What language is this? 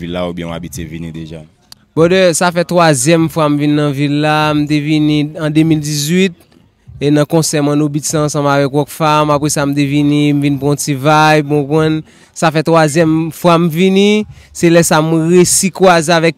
Haitian Creole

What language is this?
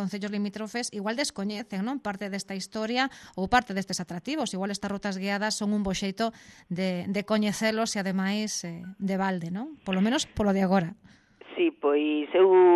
Galician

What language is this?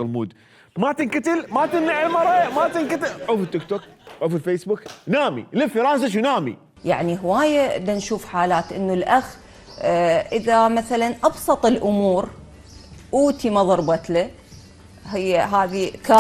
Mesopotamian Arabic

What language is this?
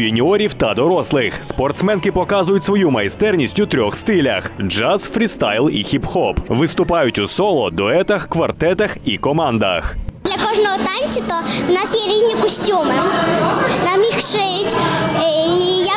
Ukrainian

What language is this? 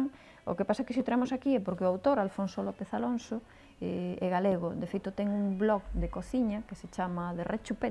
Galician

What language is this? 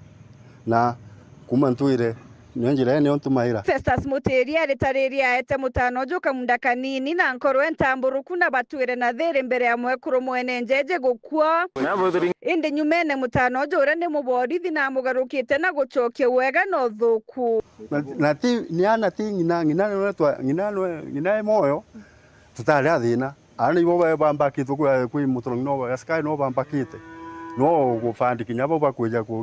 Meru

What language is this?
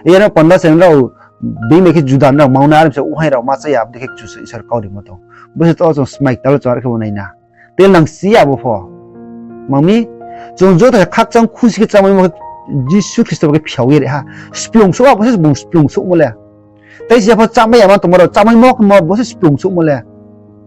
Riang (India)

